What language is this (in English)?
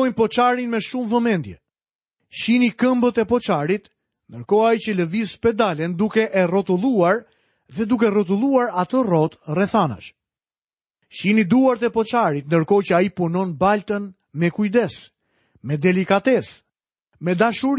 Albanian